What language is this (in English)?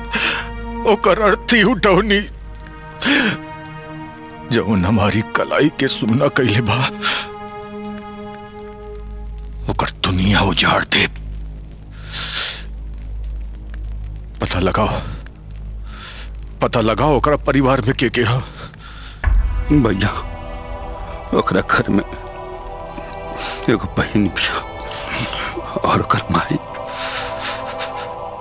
Bhojpuri